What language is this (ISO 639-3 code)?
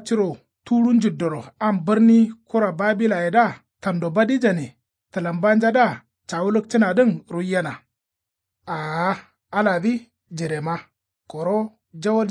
kau